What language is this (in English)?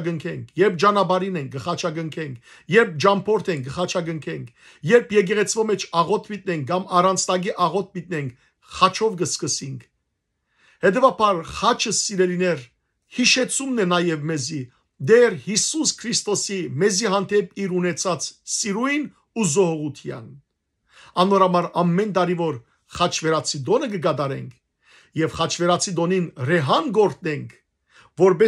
Western Armenian